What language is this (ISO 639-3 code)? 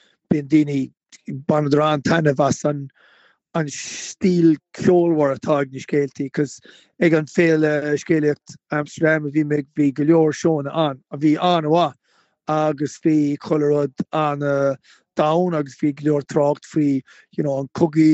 gle